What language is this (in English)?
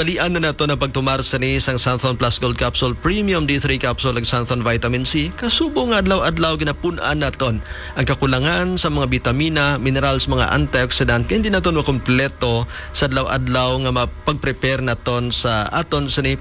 Hiligaynon